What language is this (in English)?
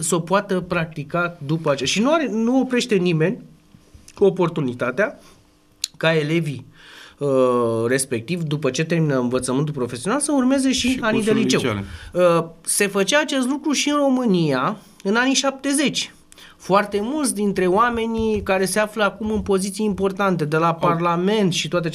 Romanian